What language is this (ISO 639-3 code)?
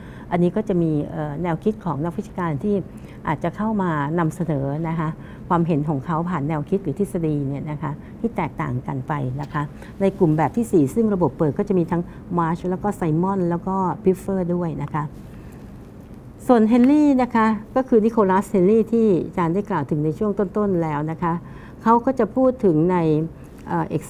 tha